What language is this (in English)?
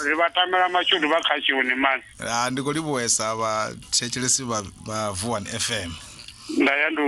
Venda